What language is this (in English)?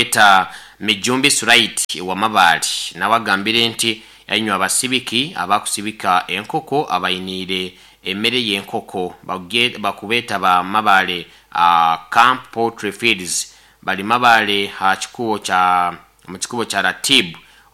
Nyoro